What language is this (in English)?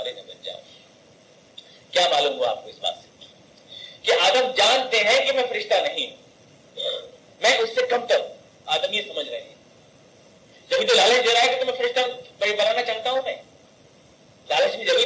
Urdu